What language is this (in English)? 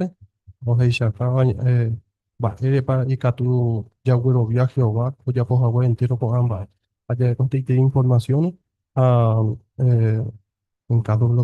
Guarani